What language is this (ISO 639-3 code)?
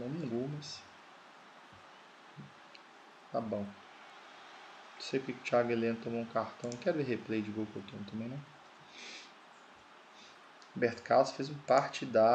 por